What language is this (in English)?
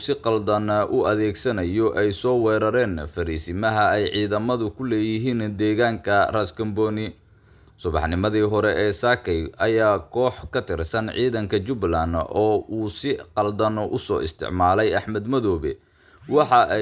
Somali